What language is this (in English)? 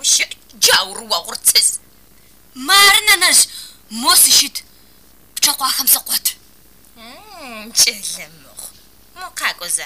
Adyghe